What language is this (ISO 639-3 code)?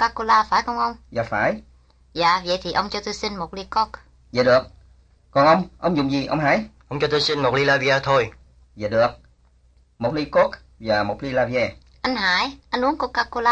vie